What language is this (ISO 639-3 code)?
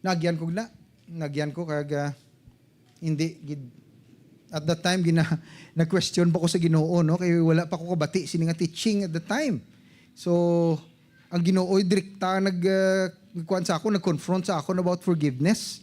hil